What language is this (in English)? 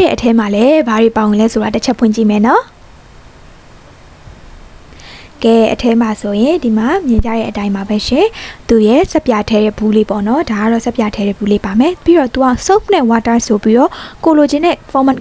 Burmese